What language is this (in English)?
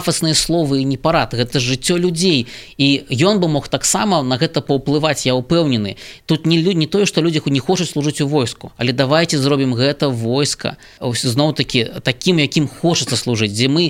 Belarusian